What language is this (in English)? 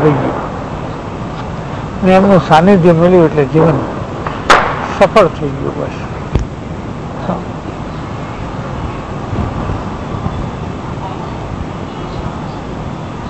Gujarati